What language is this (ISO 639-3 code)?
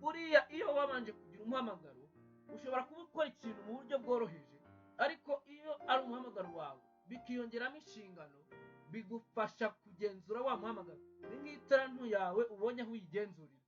kin